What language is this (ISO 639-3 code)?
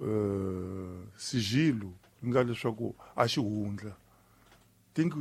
tso